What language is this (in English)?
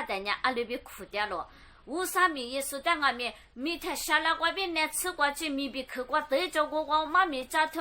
Lisu